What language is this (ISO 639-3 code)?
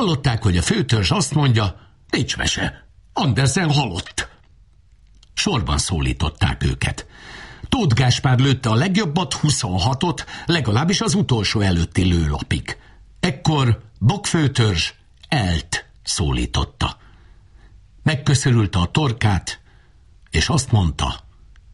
hun